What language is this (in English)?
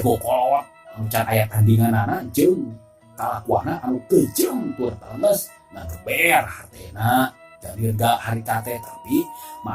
Sundanese